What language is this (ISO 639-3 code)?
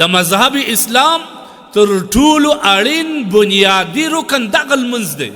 pus